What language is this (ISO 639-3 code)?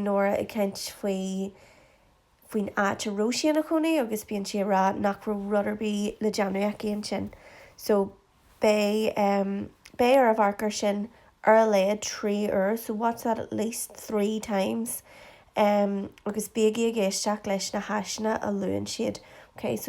gle